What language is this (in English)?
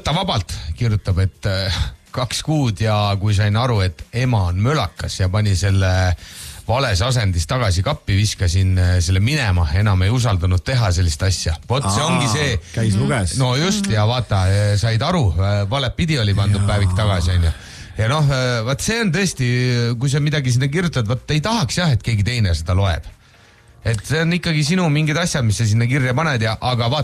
Estonian